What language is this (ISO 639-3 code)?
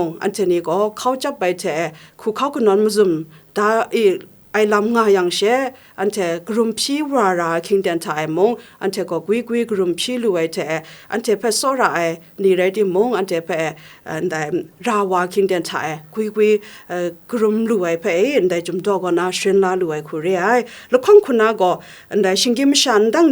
kac